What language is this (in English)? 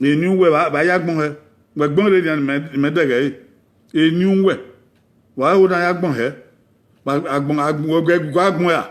Bini